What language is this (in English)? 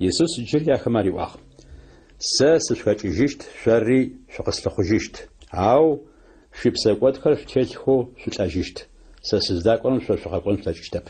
Adyghe